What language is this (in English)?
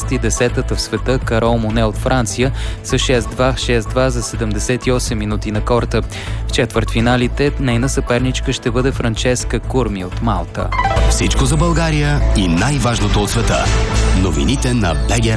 Bulgarian